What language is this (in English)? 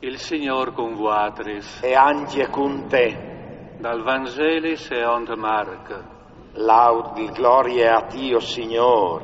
Friulian